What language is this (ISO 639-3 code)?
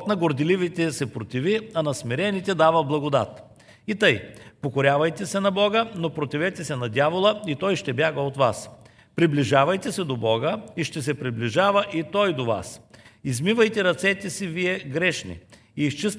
bul